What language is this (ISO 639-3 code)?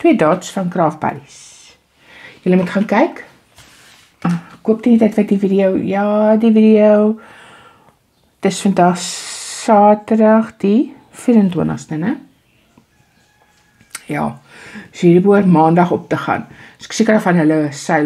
afr